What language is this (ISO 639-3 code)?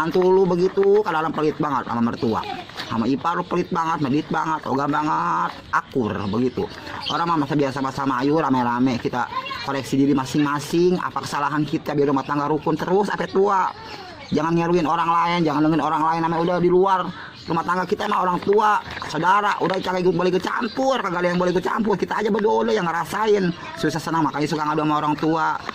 bew